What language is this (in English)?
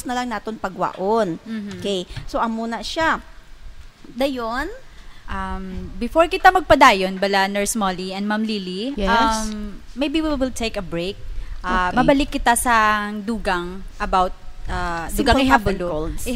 Hiligaynon